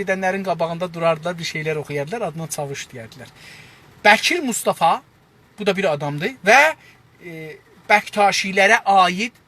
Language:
South Azerbaijani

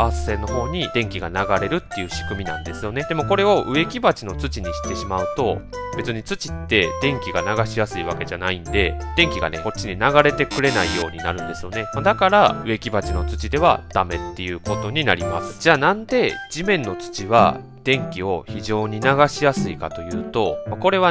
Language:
Japanese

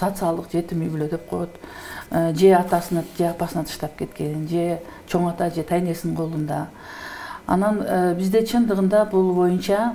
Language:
Kyrgyz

